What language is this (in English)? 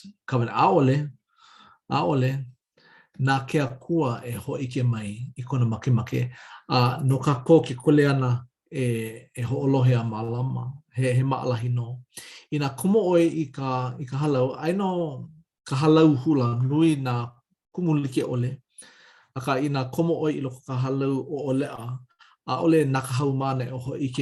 Hawaiian